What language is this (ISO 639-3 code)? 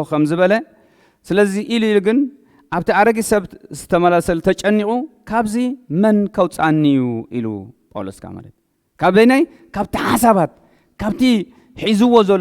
tir